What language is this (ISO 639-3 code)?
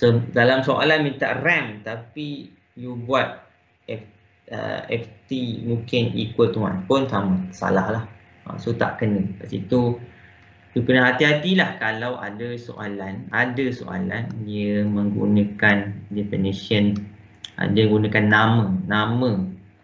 msa